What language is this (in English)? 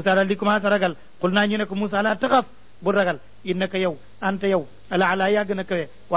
Wolof